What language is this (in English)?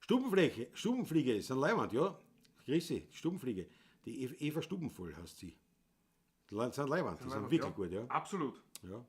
Bavarian